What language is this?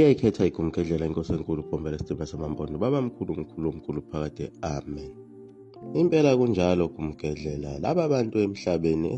Zulu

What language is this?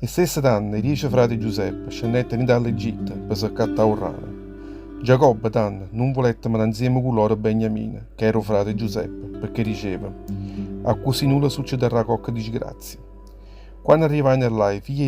Neapolitan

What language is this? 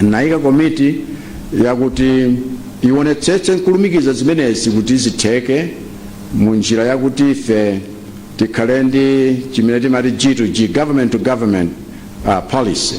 Nyanja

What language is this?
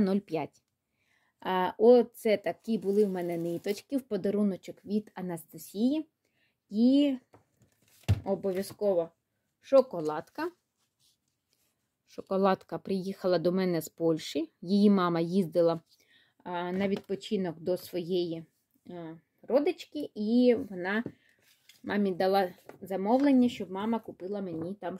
Ukrainian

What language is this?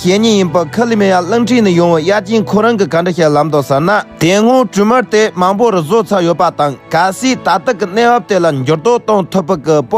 Tibetan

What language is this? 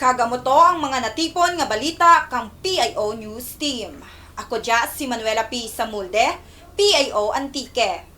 Kinaray-a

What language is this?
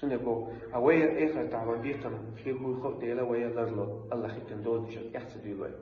Chechen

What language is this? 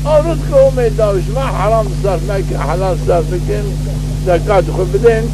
Zaza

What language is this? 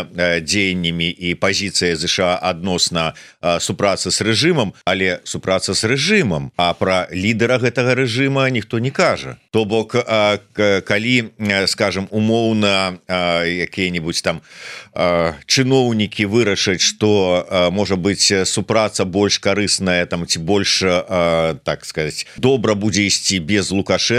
Belarusian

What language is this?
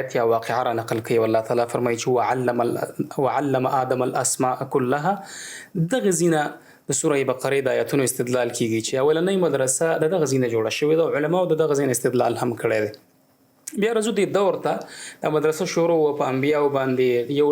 Pashto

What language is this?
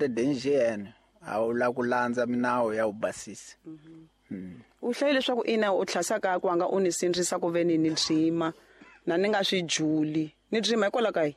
Tsonga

